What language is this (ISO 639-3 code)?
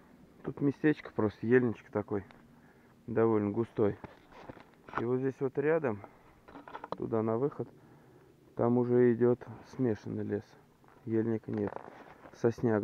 rus